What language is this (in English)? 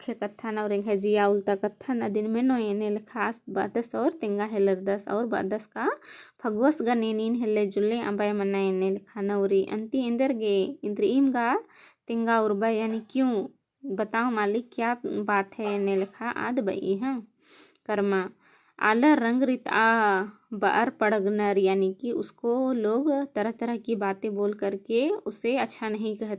Kurukh